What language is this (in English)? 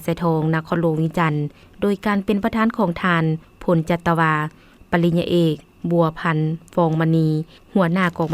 Lao